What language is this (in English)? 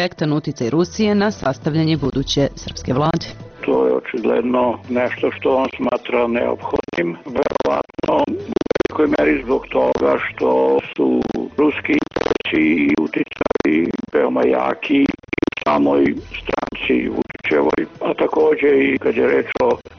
Serbian